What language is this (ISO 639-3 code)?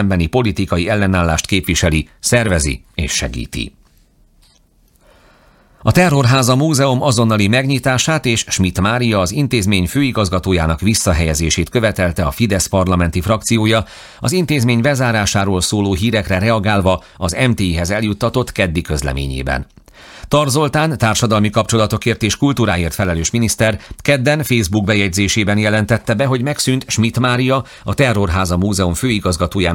hun